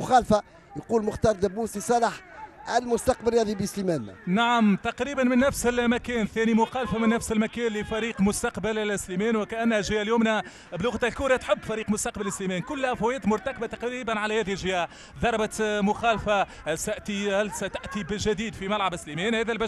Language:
Tunisian Arabic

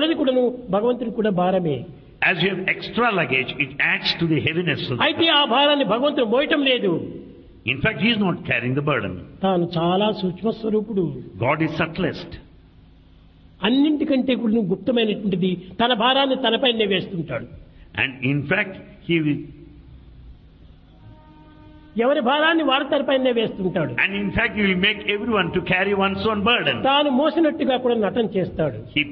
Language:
Telugu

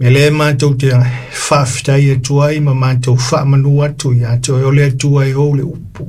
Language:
Samoan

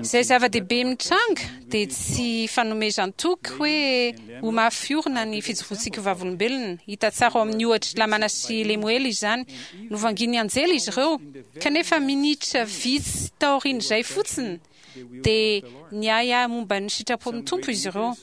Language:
Malagasy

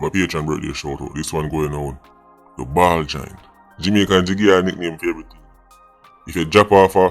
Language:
Jamaican Creole English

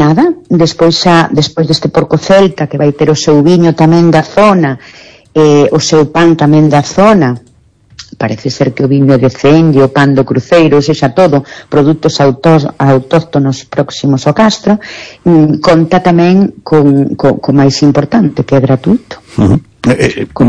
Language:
Galician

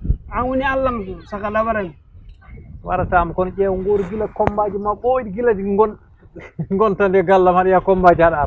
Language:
Fula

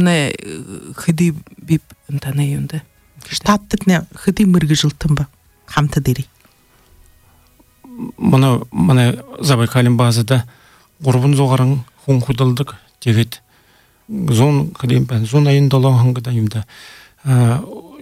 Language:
Buriat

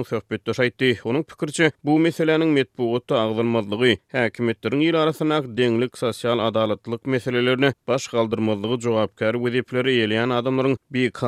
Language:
Turkmen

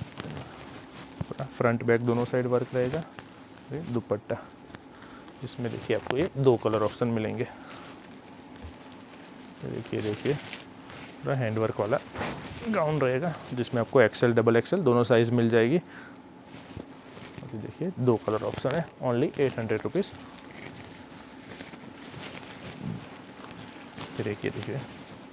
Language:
Hindi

